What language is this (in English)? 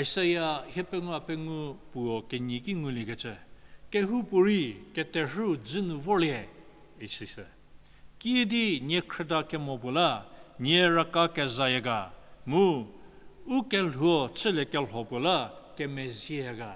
Angami Naga